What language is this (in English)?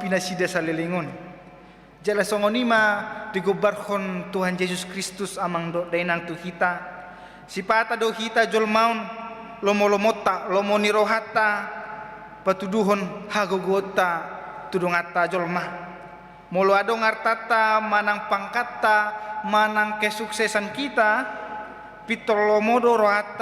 Batak Toba